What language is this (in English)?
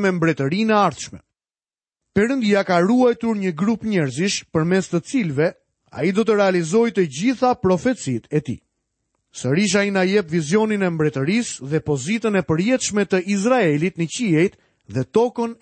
Albanian